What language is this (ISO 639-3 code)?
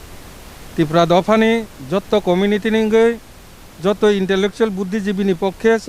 trp